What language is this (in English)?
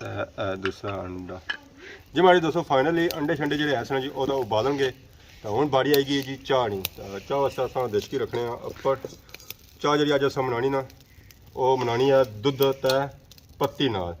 Pahari-Potwari